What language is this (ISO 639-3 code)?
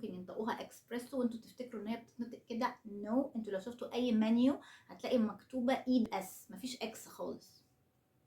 arz